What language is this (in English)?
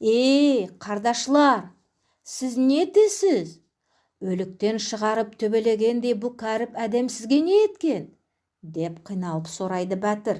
Nogai